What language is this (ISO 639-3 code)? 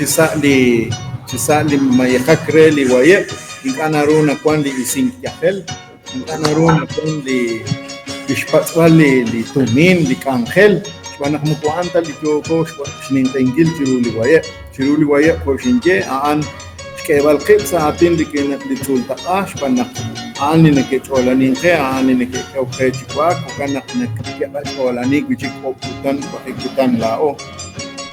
kek